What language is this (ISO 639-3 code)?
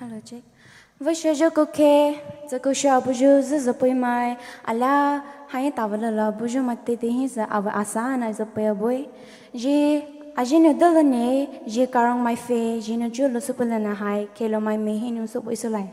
pmx